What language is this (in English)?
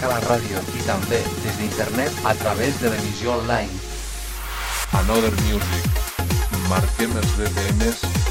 Catalan